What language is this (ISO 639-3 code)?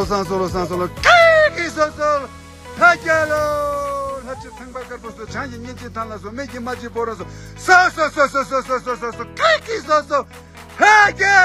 bod